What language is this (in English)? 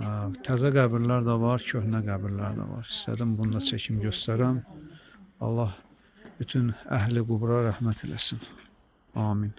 Azerbaijani